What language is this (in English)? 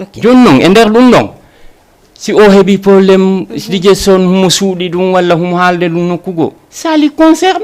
Fula